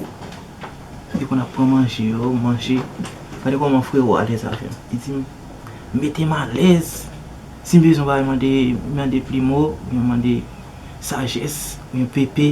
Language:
Haitian Creole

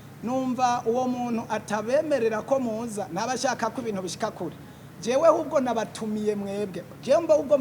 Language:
Rundi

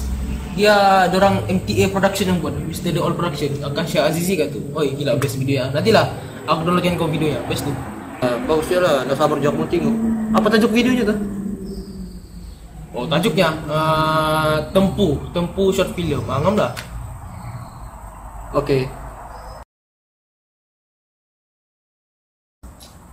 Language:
Malay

